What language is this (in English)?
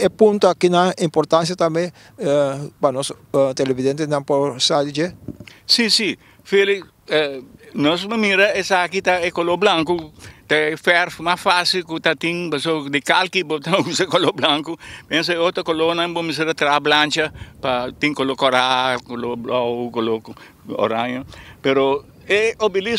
Papiamento